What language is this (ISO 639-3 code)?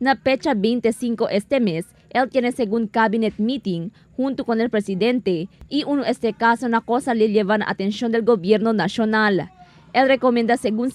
cbk